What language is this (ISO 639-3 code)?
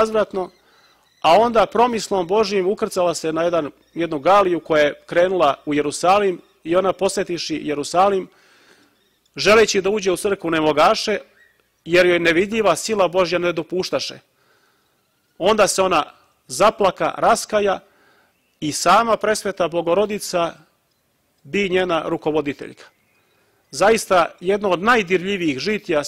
srp